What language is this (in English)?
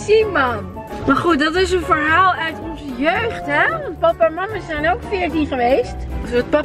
Dutch